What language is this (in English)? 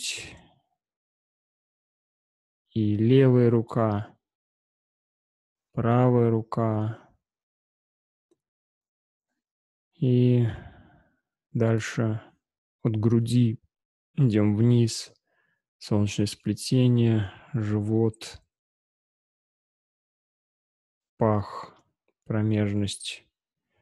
Russian